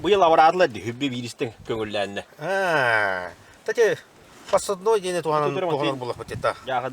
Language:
Yakut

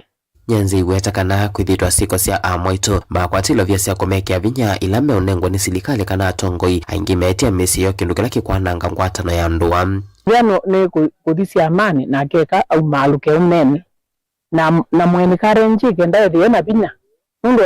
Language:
Kamba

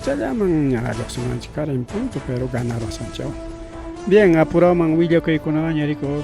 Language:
Ayacucho Quechua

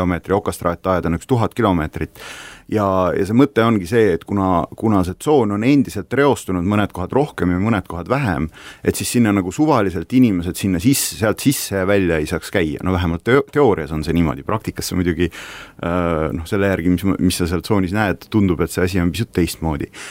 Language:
Estonian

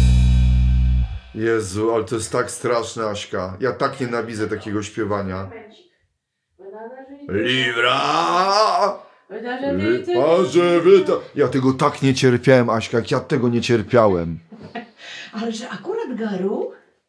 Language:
Polish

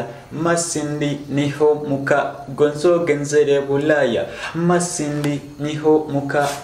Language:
Nyoro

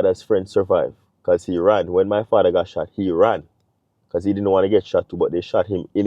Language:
Jamaican Creole English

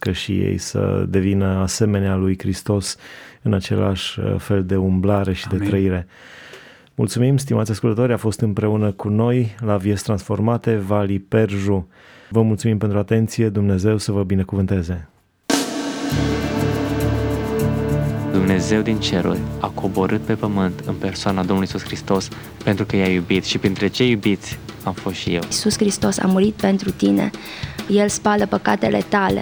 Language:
Romanian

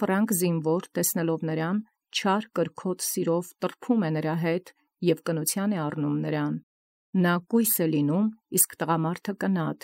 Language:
Armenian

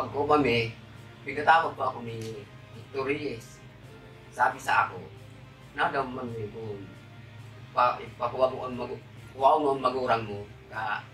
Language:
Bikol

